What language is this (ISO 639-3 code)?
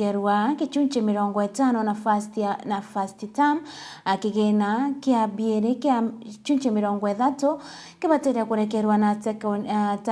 mer